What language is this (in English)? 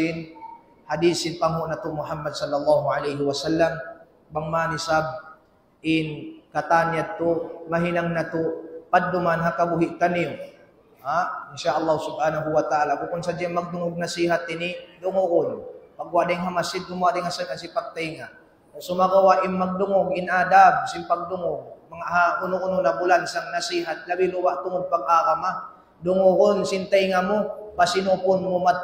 Tausug